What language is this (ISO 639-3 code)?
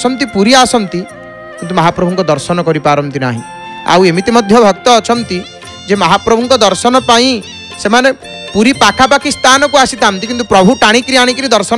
ori